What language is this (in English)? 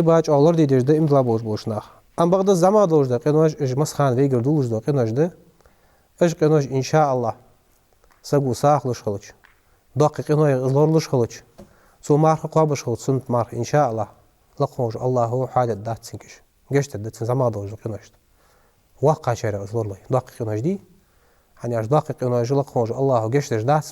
Ingush